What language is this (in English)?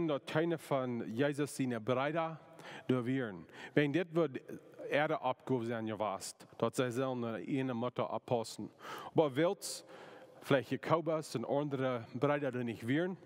Plautdietsch